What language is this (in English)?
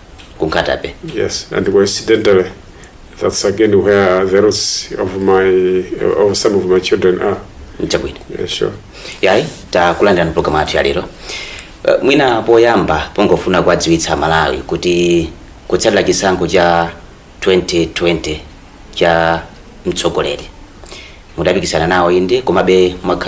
Nyanja